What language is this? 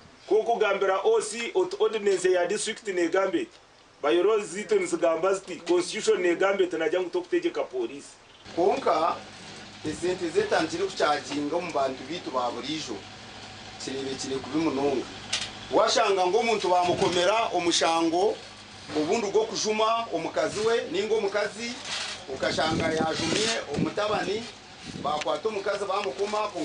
Nyankole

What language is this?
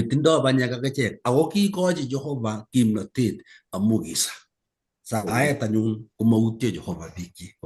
Kalenjin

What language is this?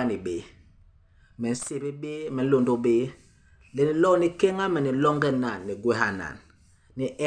Basaa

